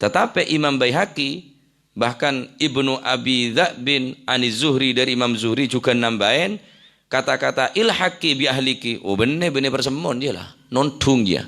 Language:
Madurese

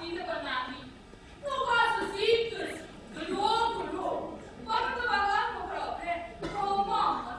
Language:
Neapolitan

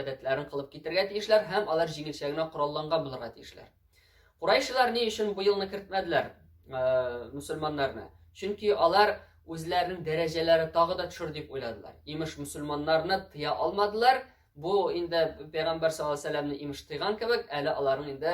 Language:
Tatar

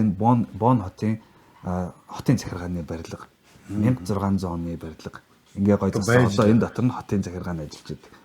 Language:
Mongolian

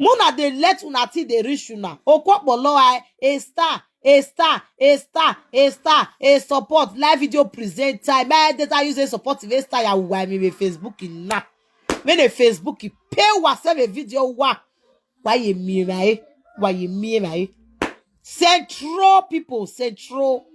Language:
Nigerian Pidgin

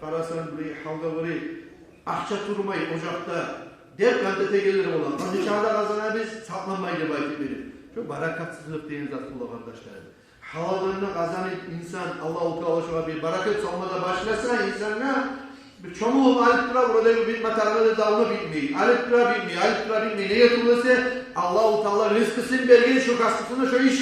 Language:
Kumyk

